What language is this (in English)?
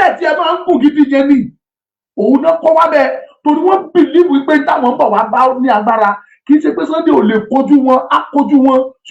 Yoruba